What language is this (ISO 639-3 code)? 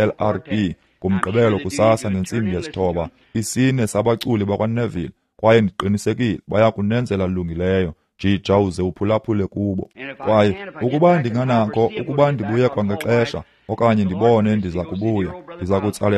xho